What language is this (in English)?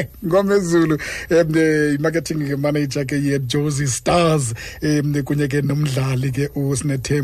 Xhosa